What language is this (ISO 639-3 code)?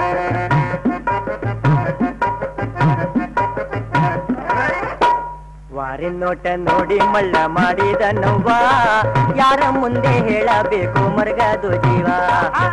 kan